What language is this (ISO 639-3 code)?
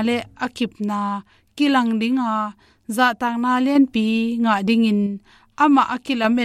ctd